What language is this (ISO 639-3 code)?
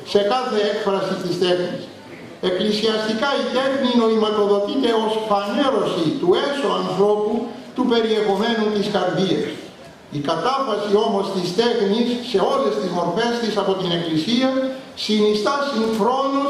ell